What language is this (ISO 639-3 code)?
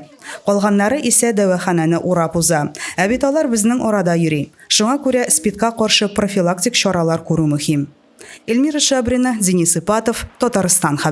tat